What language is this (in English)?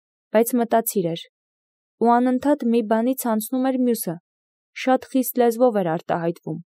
Armenian